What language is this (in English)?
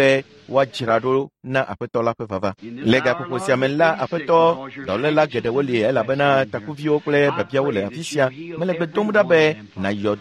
Ewe